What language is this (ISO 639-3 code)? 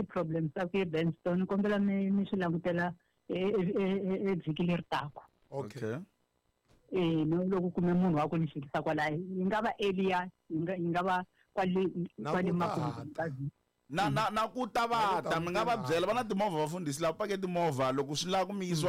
tso